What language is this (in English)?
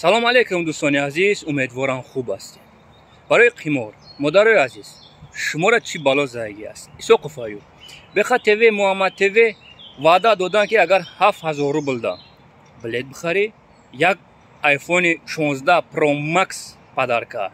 Tajik